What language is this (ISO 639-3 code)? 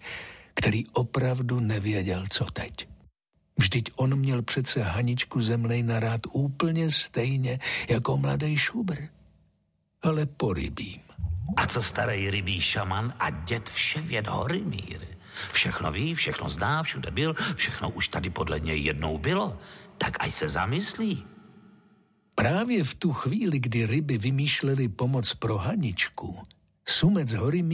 ces